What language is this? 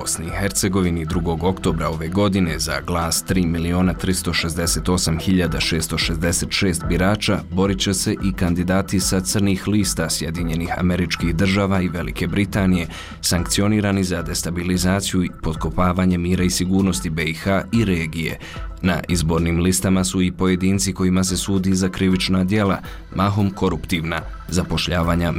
Bosnian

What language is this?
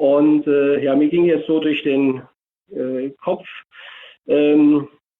German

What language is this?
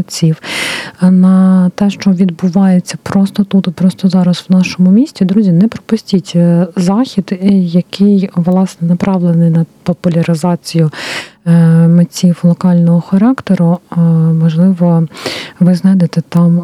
Ukrainian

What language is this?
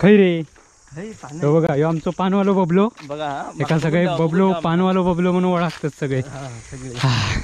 Konkani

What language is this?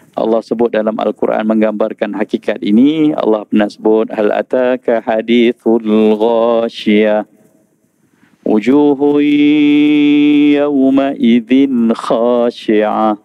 Malay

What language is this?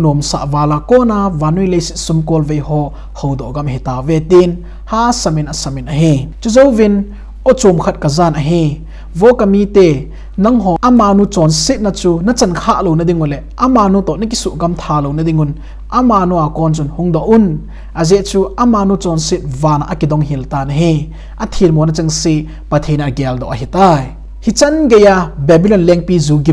Thado Chin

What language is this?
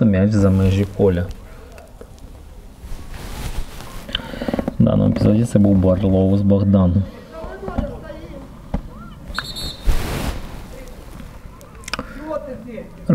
Ukrainian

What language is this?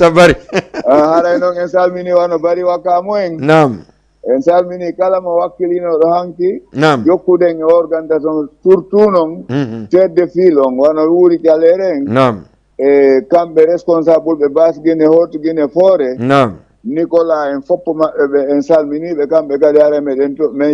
Fula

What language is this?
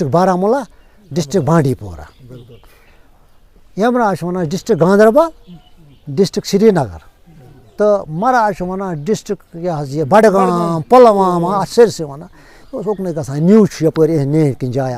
Kashmiri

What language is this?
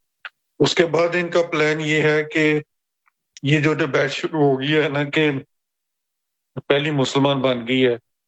Urdu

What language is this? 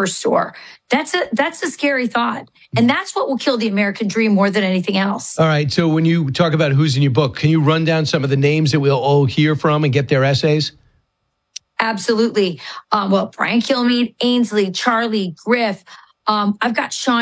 English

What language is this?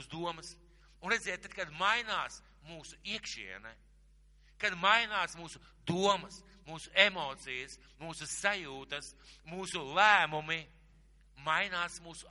Latvian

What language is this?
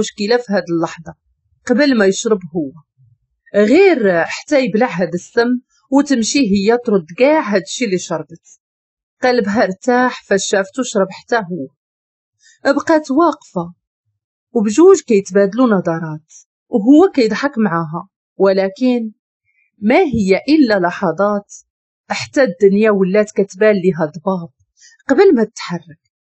Moroccan Arabic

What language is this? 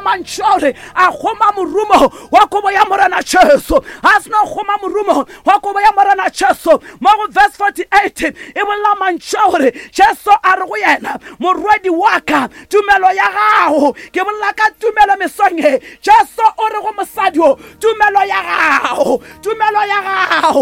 Northern Sotho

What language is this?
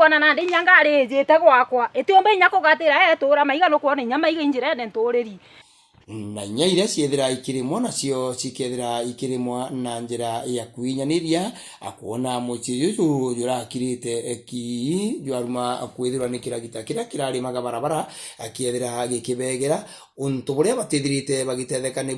Meru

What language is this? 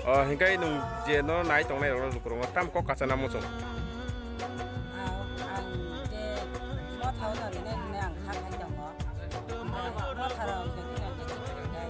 Kok Borok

